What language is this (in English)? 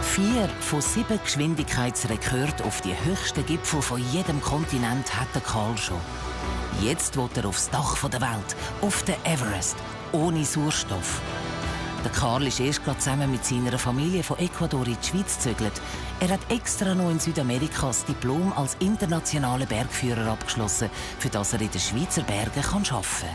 Swiss German